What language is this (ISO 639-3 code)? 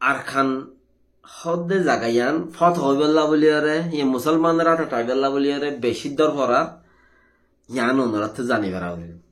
rhg